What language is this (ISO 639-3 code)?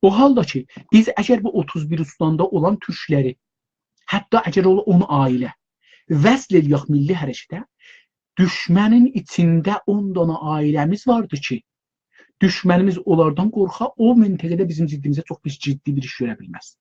azb